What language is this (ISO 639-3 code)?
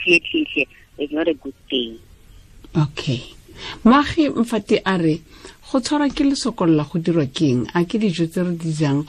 tsn